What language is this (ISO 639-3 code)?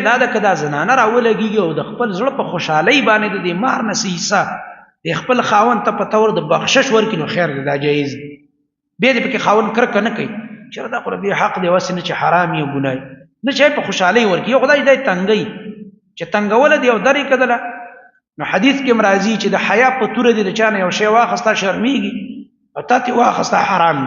pus